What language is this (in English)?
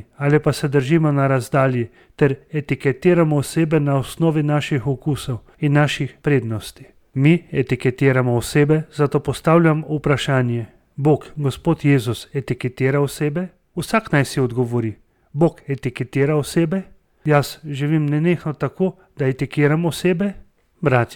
Slovenian